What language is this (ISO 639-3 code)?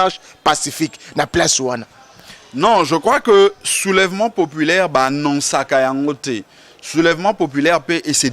lin